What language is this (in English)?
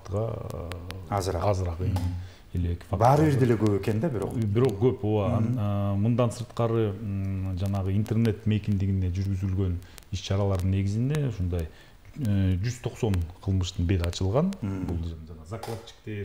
Kyrgyz